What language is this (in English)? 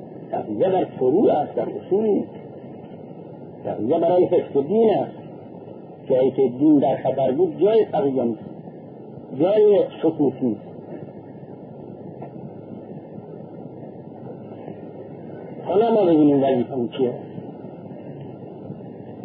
Persian